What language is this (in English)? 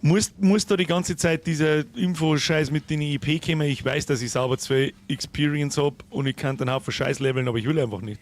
Bavarian